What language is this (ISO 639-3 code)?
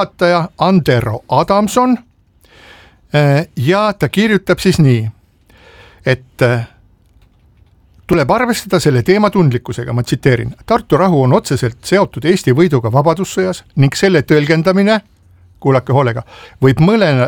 est